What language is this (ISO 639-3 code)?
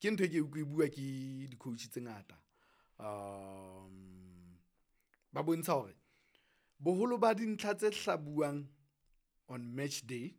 sot